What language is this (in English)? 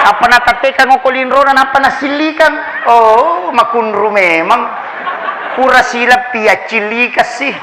Buginese